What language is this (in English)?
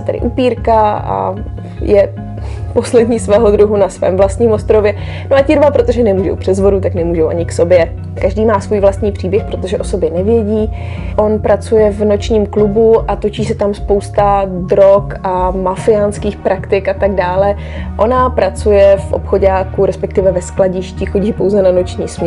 Czech